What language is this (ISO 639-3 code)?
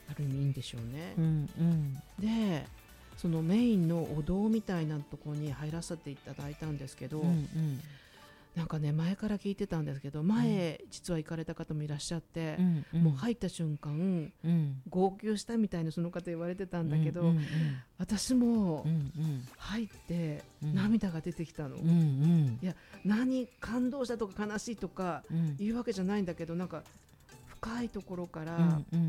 jpn